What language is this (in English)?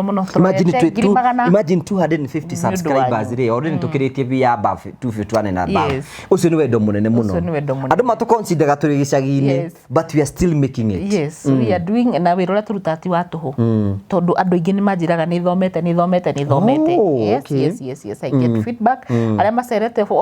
Kikuyu